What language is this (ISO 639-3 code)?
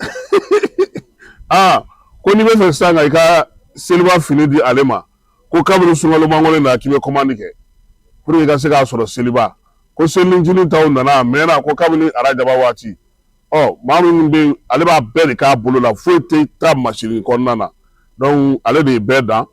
bam